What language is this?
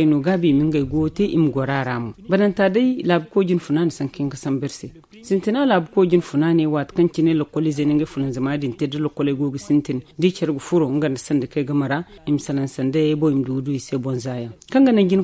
Zarma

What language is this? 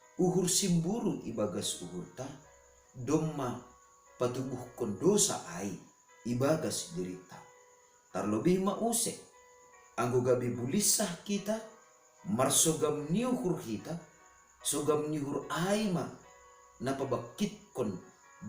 Batak Simalungun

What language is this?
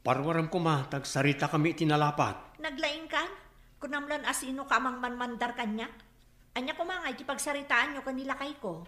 Iloko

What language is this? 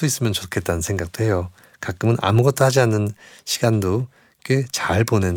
Korean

